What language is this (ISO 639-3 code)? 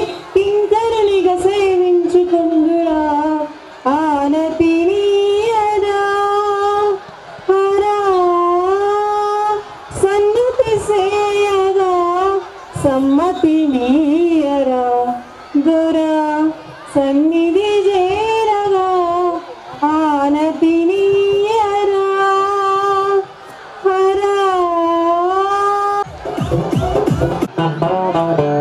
tel